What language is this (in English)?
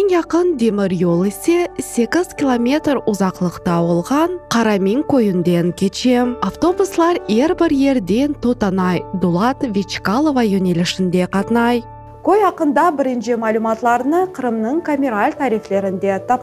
Crimean Tatar